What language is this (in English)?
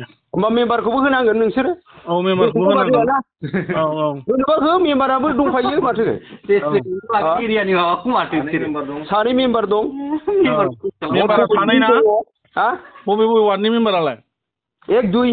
Bodo